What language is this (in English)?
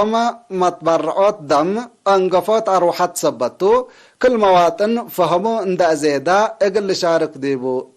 Tigre